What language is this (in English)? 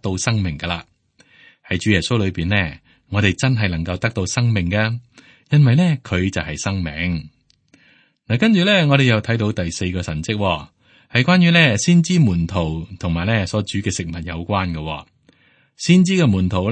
Cantonese